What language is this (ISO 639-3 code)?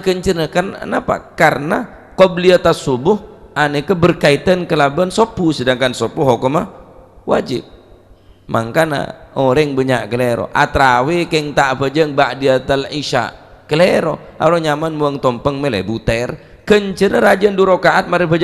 mad